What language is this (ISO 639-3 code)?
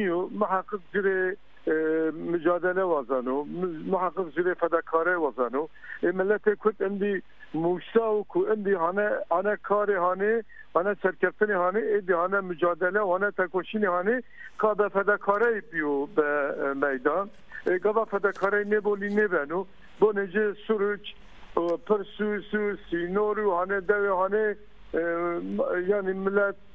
zza